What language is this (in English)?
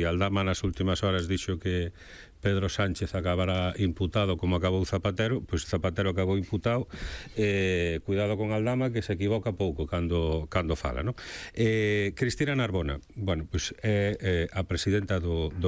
Galician